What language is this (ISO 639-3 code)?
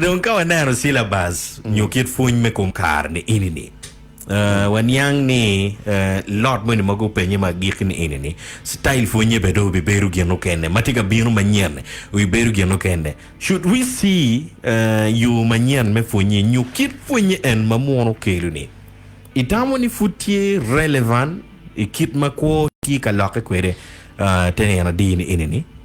ach